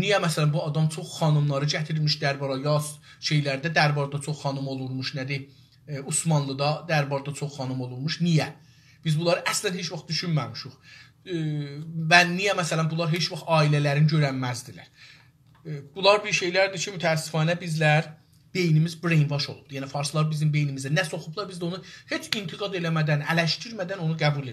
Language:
South Azerbaijani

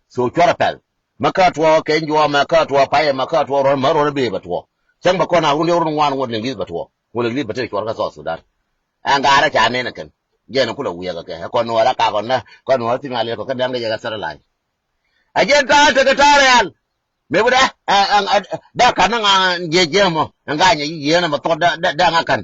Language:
Nuer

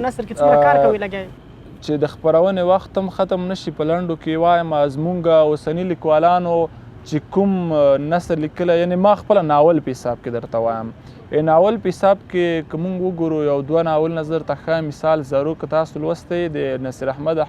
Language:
Pashto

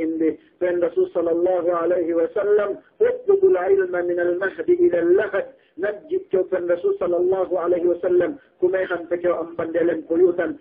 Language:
Yakan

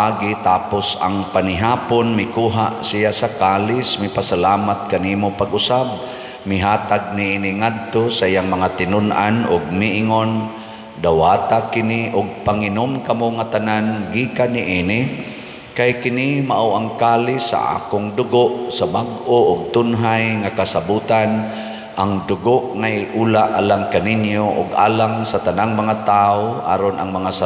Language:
Cebuano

